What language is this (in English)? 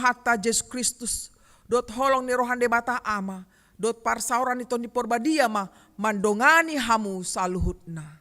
Batak Toba